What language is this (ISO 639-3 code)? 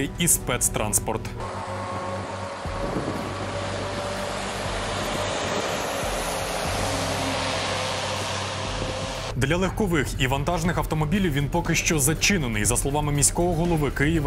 ukr